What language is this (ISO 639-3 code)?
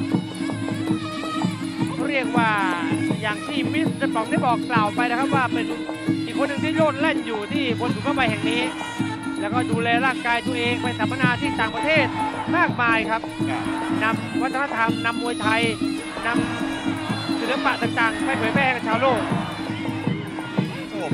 tha